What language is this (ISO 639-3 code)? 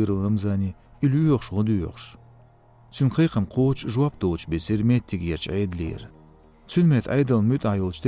che